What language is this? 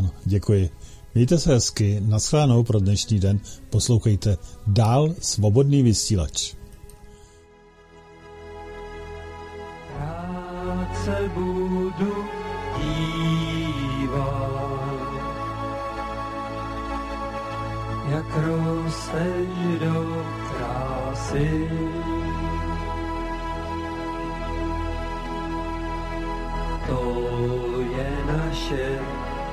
Czech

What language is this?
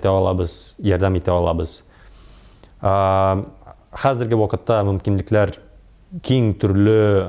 Tatar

